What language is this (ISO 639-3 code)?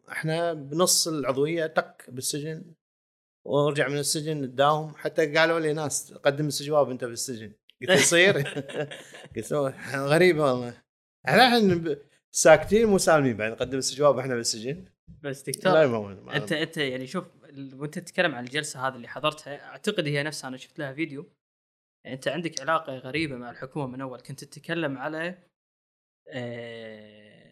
afb